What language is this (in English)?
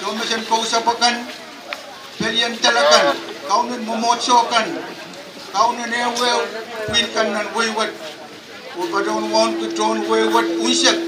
Pohnpeian